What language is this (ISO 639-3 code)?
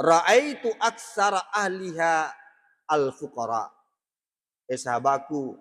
bug